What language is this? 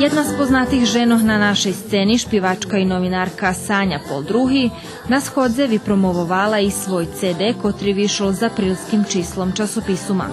Rusyn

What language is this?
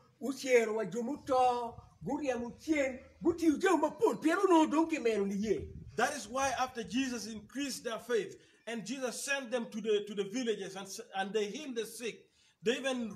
Acoli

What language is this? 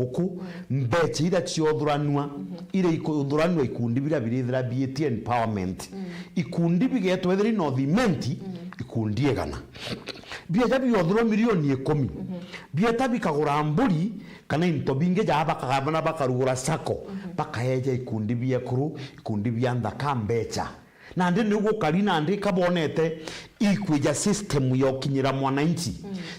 Meru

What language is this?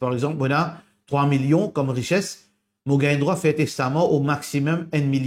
Morisyen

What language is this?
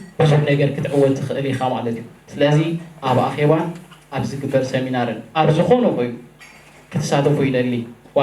Tigrinya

